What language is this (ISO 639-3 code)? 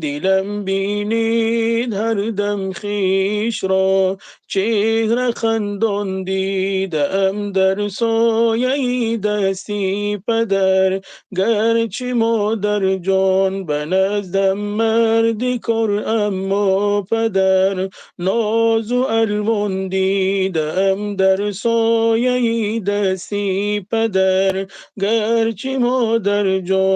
tgk